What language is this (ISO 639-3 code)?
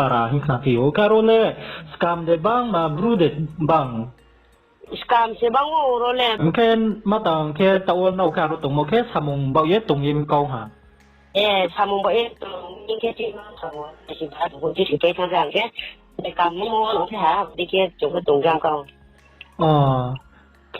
ria